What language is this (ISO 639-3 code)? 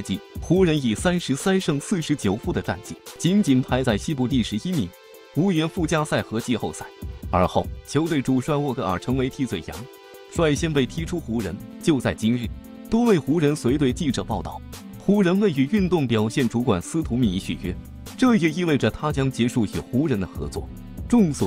zho